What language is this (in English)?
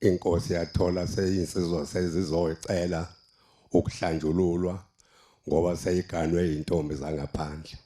Zulu